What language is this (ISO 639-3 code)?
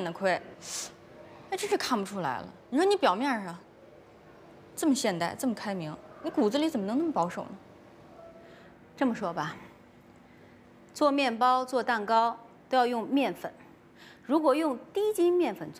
zho